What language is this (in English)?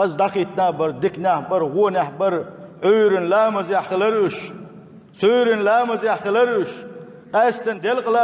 Chechen